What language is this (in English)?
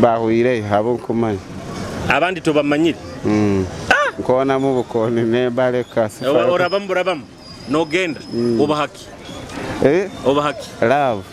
Nyoro